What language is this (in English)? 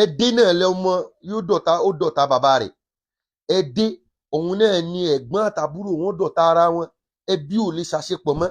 Yoruba